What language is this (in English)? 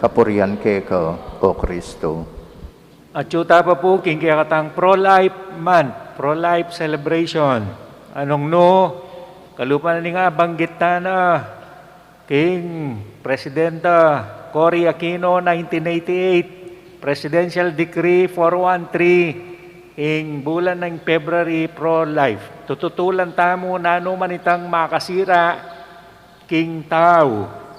Pampanga